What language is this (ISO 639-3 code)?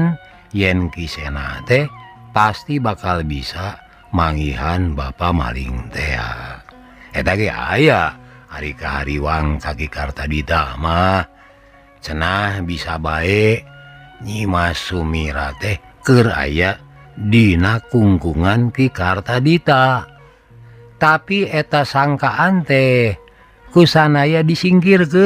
sun